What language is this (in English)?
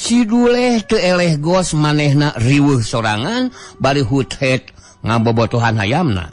Sundanese